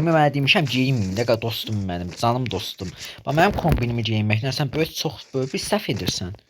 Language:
Azerbaijani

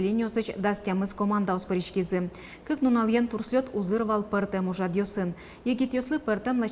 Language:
Udmurt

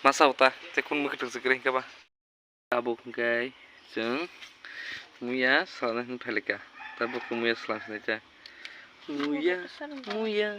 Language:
Kok Borok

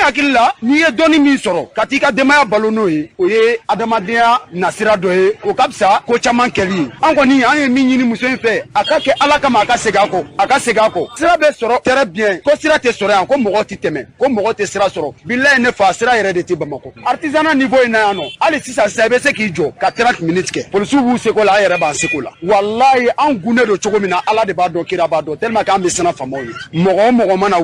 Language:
Bambara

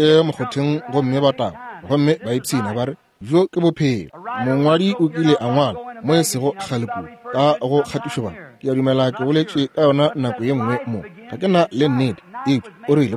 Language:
Northern Sotho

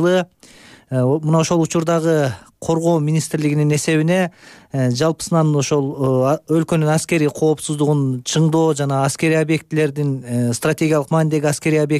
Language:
Kyrgyz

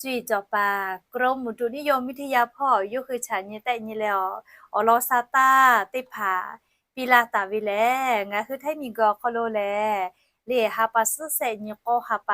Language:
Lahu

